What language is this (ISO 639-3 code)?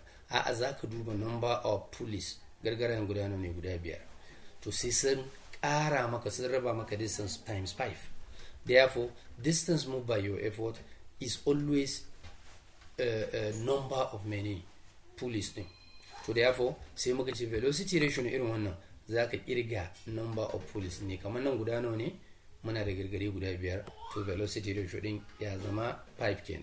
hau